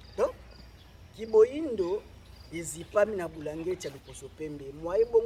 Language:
Lingala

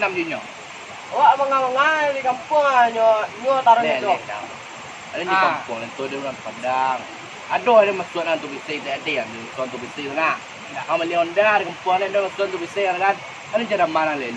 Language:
Minangkabau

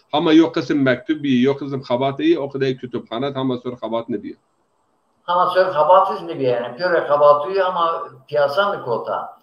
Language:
Zaza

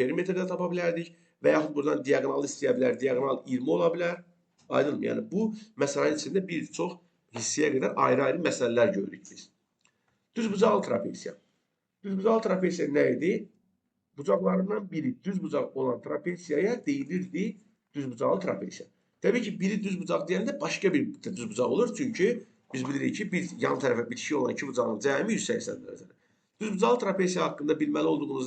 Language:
Azerbaijani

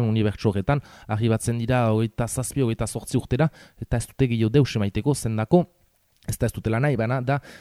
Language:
Basque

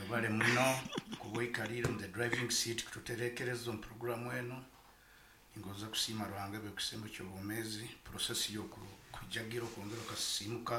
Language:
Nyoro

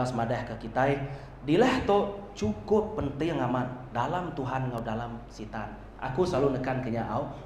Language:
Iban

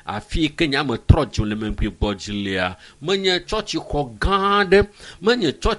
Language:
Ewe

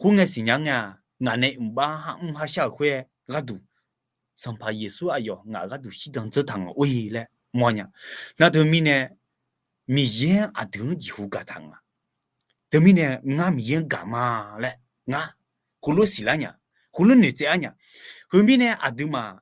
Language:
Akha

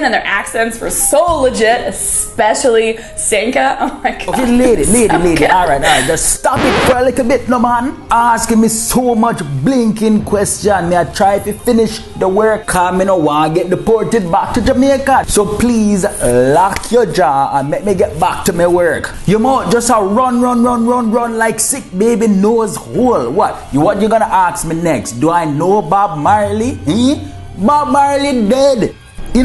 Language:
Jamaican Creole English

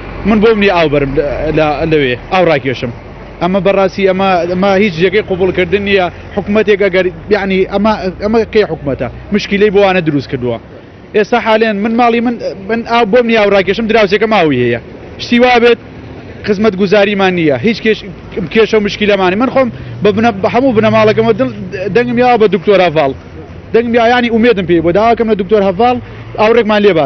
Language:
Central Kurdish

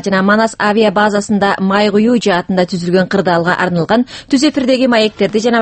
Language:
Kyrgyz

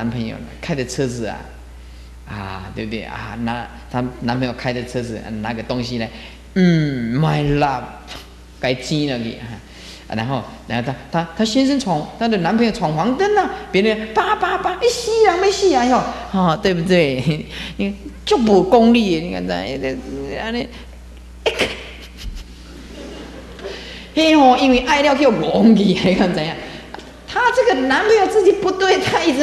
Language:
Chinese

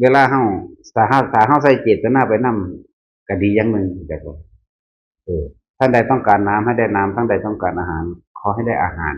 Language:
Northeastern Thai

